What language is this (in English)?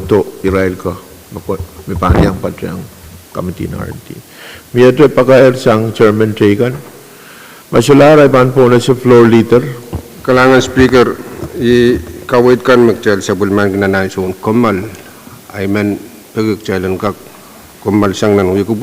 Pohnpeian